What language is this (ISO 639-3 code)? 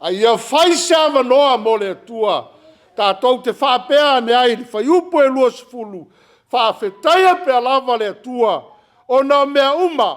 smo